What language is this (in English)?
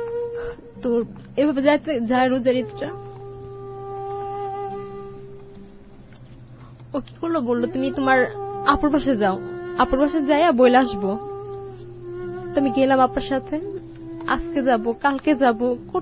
Bangla